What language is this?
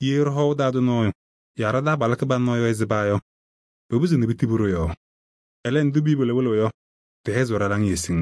Kabiyè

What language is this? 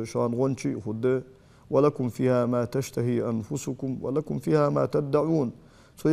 Ingush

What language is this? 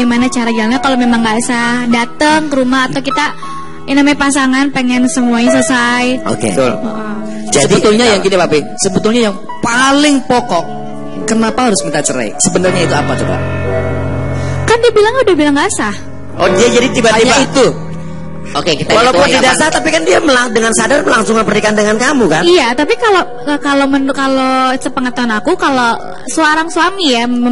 Indonesian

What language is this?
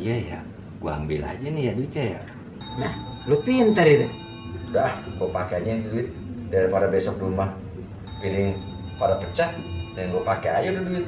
Betawi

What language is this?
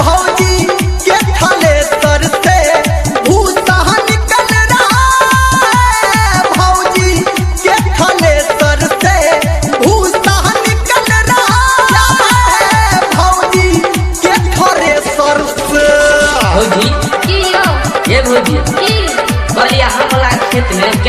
Maithili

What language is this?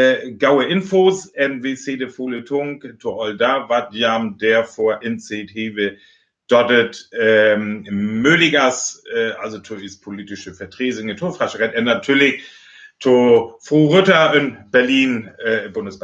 Northern Frisian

